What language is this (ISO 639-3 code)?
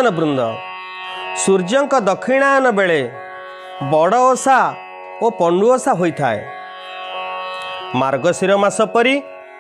ori